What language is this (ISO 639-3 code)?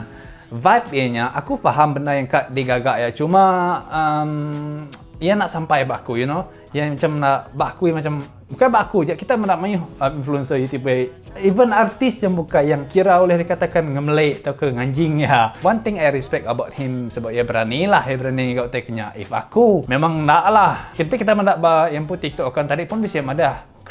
iba